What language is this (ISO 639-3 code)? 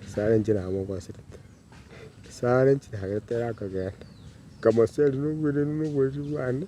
guz